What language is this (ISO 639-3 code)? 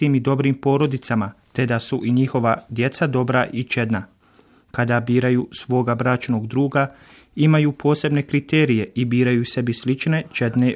bos